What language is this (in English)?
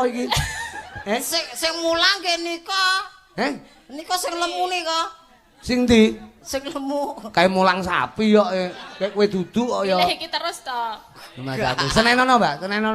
Javanese